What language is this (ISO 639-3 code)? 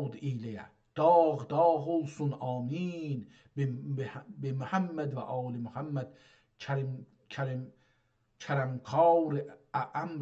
azb